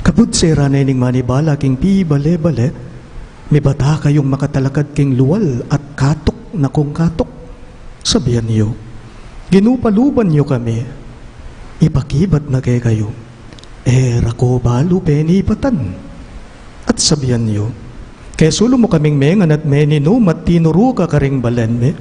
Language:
Pampanga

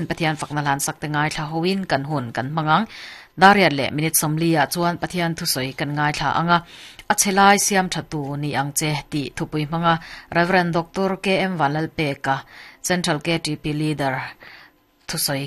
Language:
Mizo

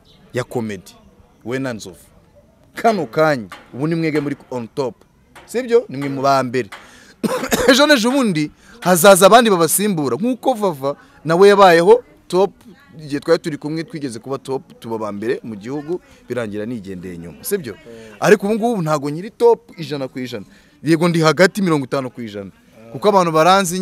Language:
Kinyarwanda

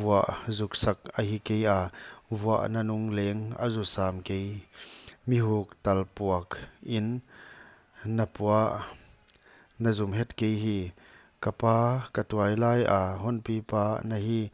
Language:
Paite Chin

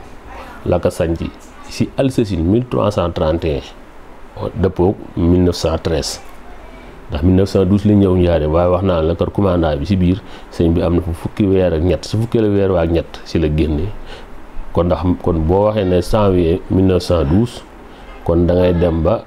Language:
Wolof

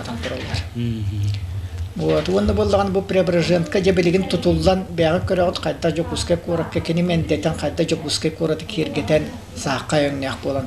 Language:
Yakut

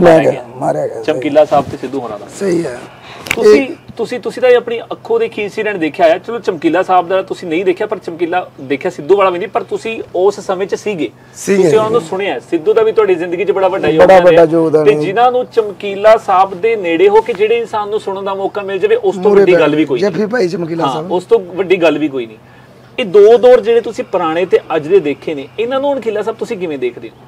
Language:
Punjabi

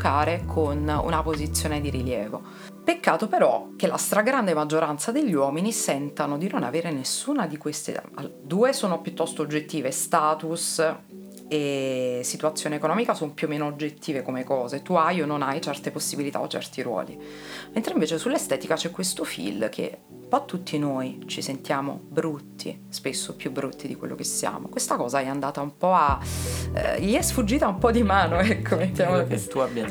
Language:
Italian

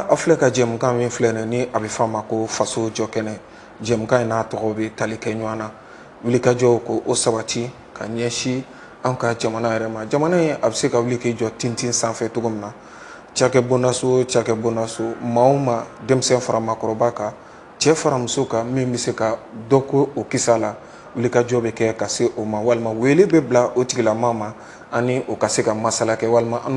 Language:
Bambara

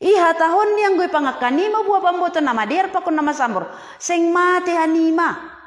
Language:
Batak Simalungun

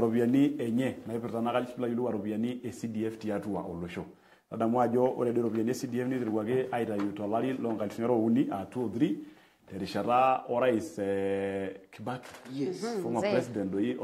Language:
Masai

